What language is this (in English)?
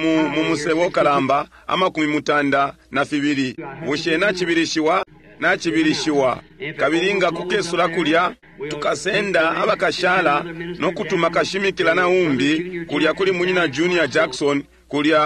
Bemba